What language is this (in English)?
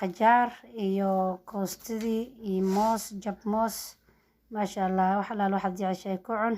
Somali